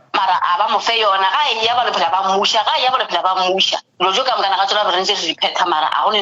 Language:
Northern Sotho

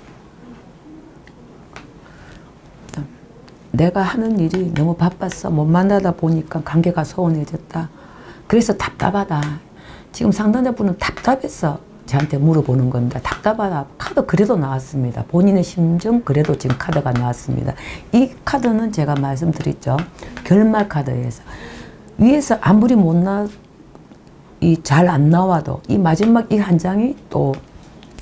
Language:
Korean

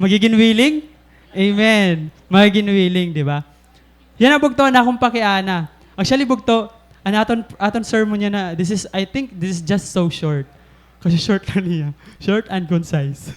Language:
Waray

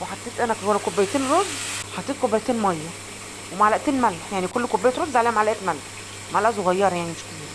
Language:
Egyptian Arabic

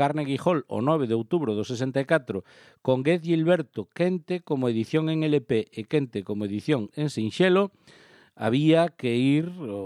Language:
Galician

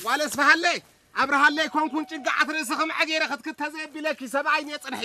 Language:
Tigrinya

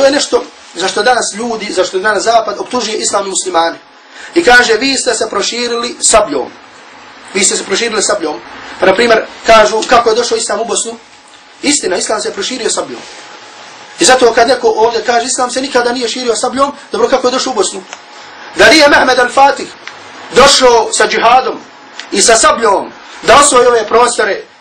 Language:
Bosnian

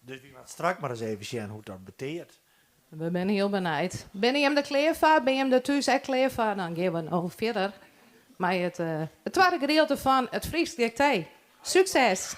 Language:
Western Frisian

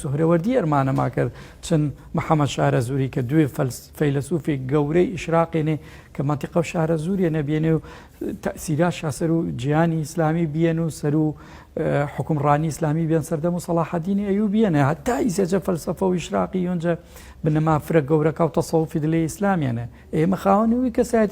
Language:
Gurani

